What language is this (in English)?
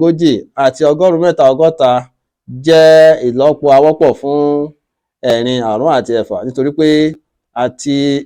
Yoruba